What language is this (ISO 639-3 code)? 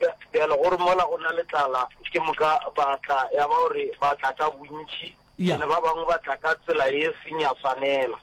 nso